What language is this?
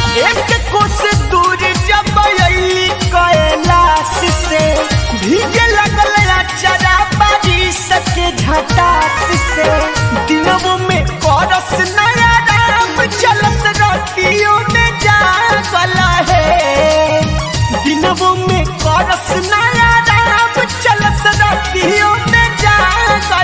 Bhojpuri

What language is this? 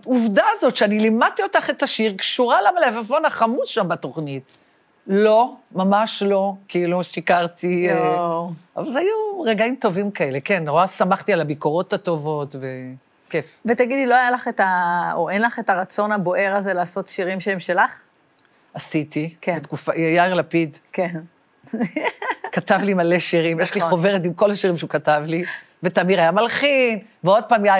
Hebrew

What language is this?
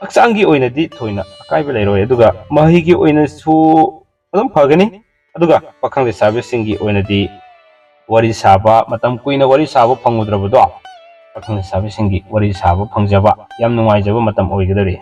Manipuri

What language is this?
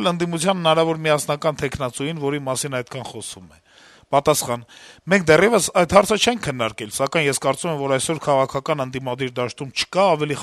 Armenian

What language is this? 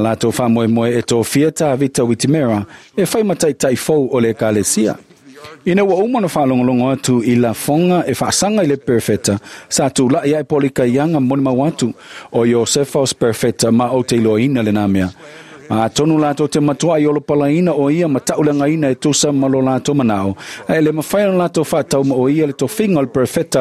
Samoan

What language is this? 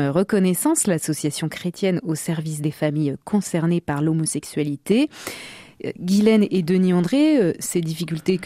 French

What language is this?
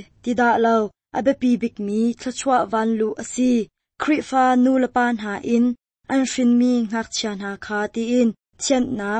Hakha Chin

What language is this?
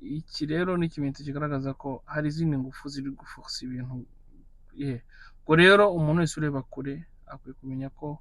Kinyarwanda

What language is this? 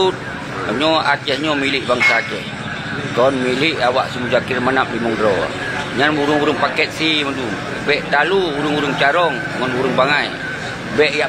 Achinese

